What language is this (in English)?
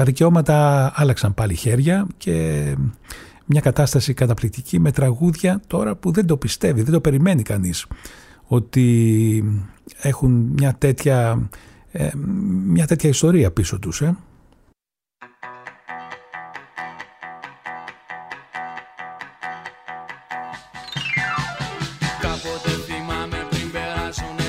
Greek